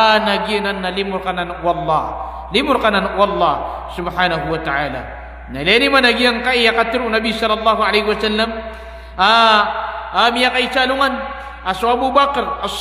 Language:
Maranao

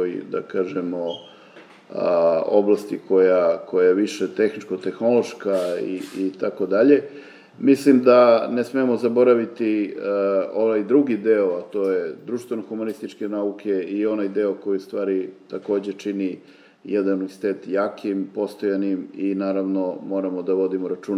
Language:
Serbian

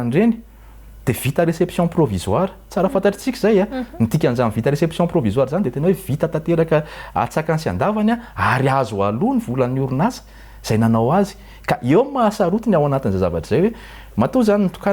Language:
Malagasy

